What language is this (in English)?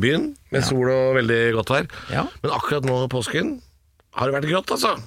Norwegian